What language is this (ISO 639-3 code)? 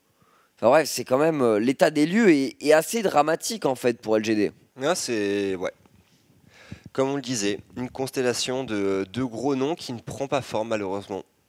fra